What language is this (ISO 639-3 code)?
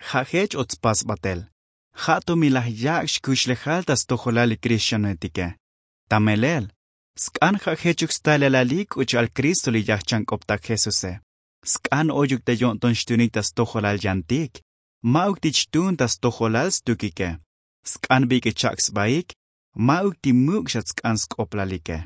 tzo